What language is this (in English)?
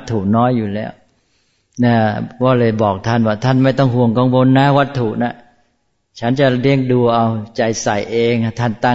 Thai